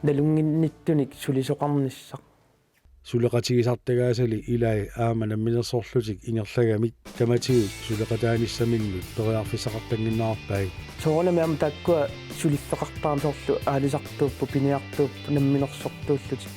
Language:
Kalaallisut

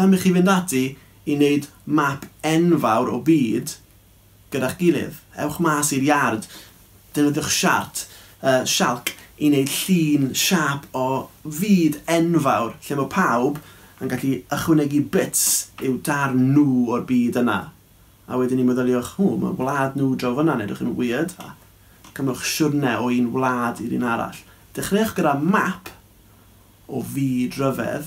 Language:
Welsh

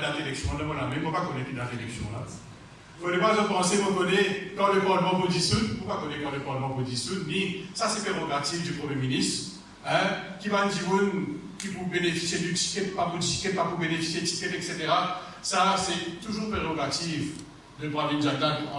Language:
Morisyen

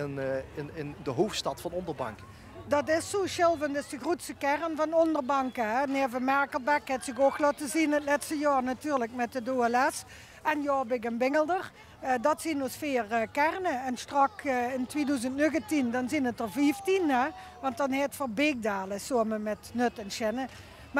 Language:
Limburgish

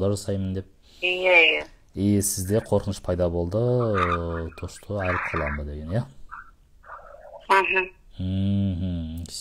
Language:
Kazakh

